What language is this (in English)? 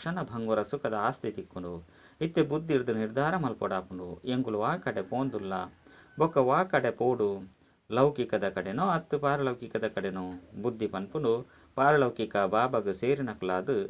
Tulu